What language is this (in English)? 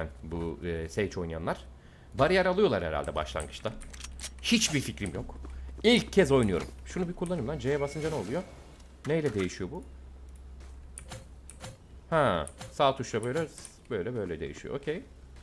Turkish